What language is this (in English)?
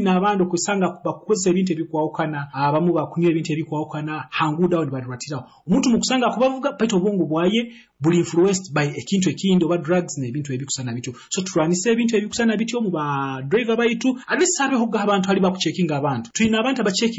Nyoro